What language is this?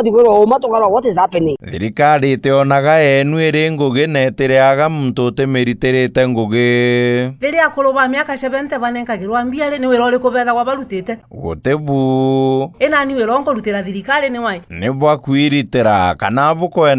Meru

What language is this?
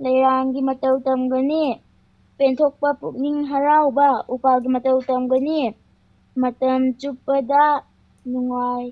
Manipuri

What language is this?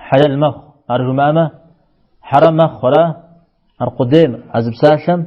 Kabardian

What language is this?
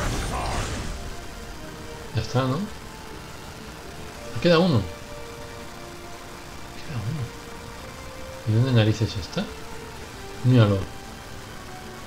Spanish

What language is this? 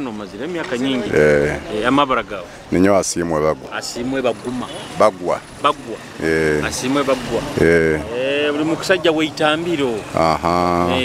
Nyoro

